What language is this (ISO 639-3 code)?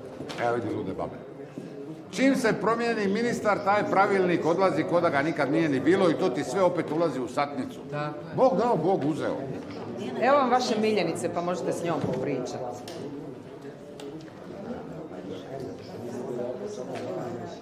hrv